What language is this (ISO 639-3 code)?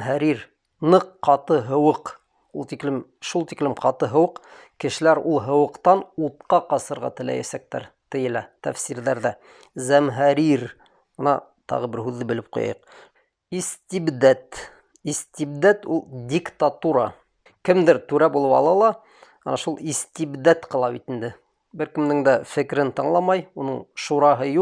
bak